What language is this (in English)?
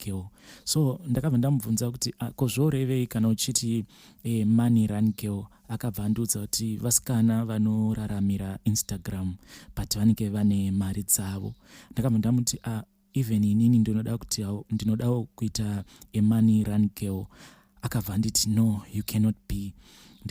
Shona